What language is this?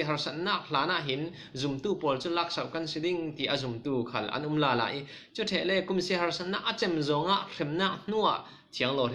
Falam Chin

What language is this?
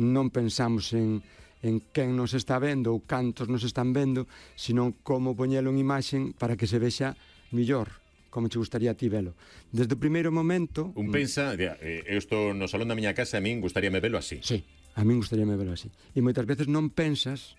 Galician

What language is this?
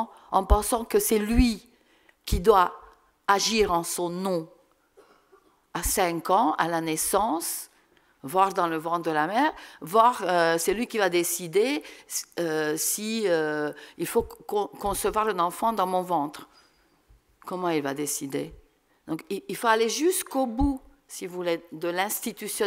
French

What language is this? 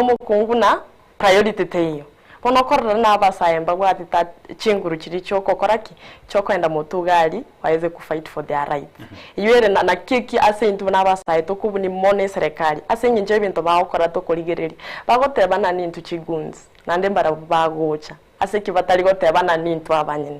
Gusii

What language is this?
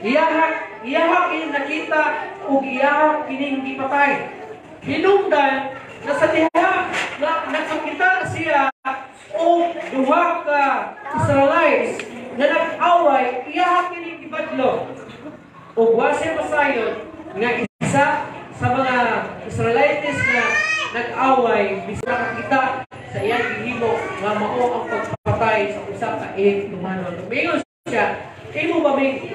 Cebuano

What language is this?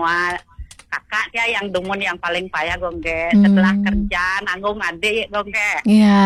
Balinese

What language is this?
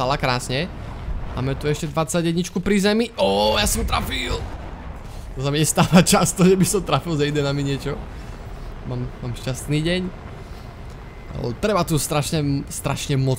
Slovak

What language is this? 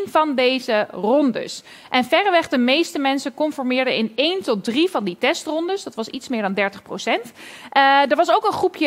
Dutch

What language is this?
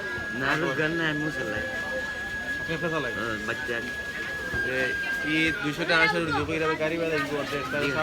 Sylheti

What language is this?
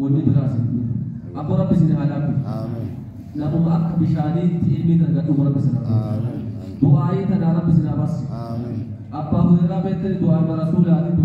Oromo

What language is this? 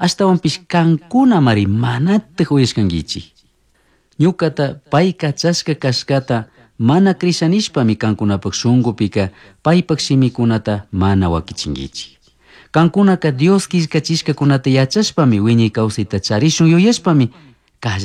Chimborazo Highland Quichua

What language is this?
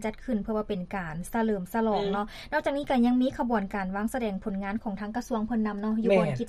Lao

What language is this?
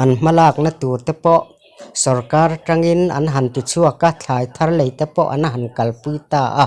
Mizo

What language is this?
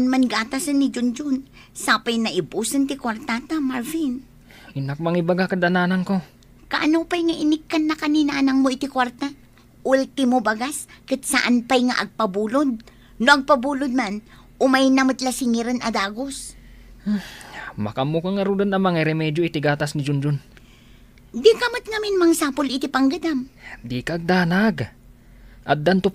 Iloko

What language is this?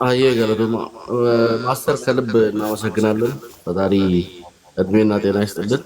Amharic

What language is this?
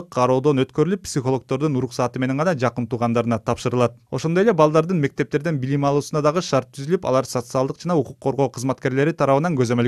Kyrgyz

